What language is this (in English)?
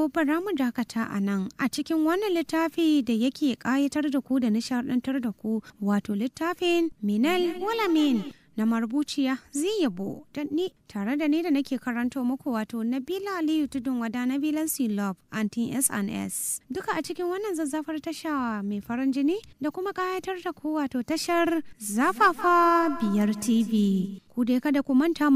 Hausa